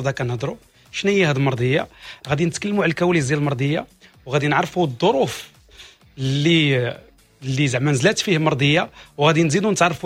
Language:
Moroccan Arabic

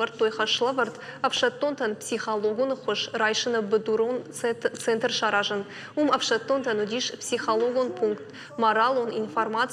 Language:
Ossetic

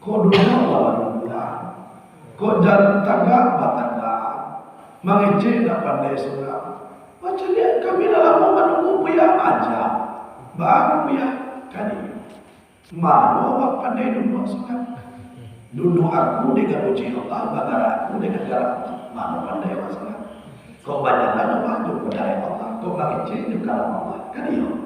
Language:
Minangkabau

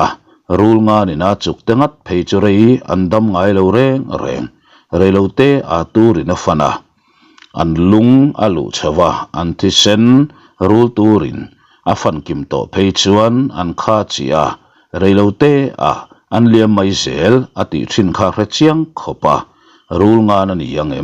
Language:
Mizo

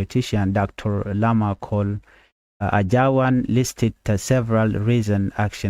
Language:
Nuer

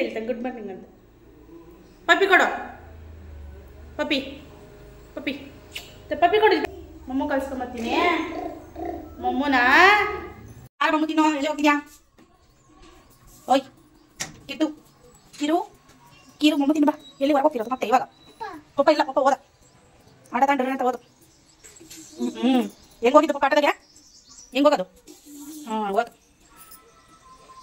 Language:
Kannada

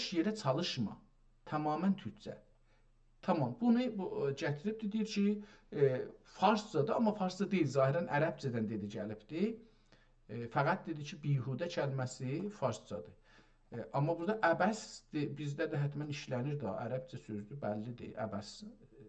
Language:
South Azerbaijani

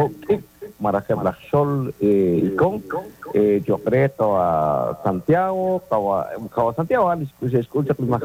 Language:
Kekchí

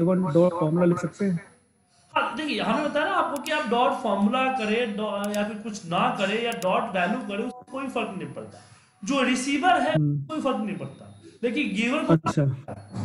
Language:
Hindi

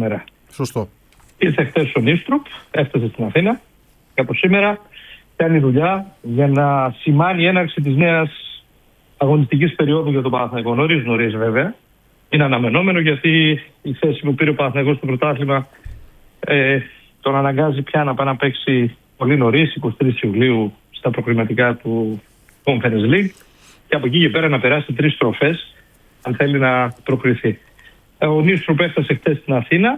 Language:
Greek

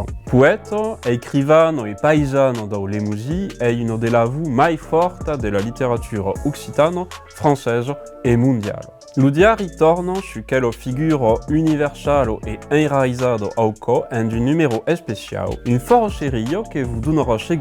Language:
Occitan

